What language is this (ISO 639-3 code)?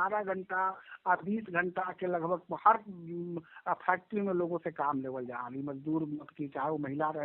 mag